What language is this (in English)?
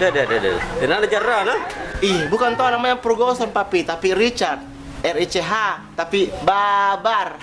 Makassar Malay